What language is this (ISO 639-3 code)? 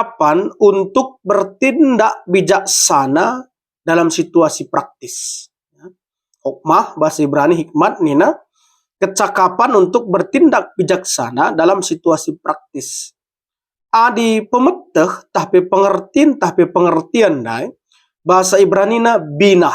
btx